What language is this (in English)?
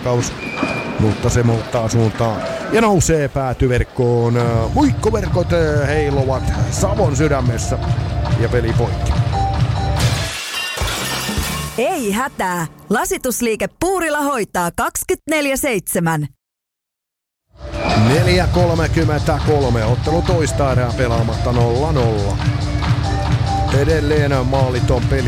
Finnish